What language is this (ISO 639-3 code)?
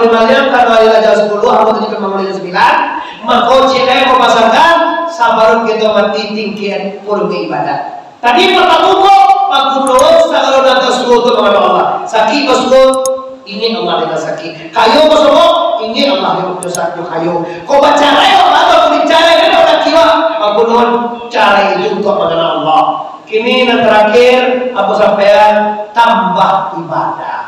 min